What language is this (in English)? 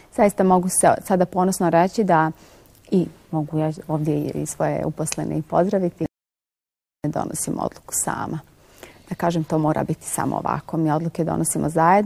Bosnian